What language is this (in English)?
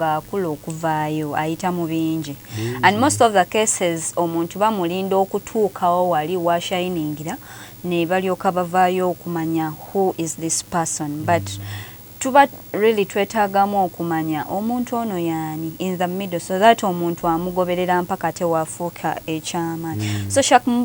Ganda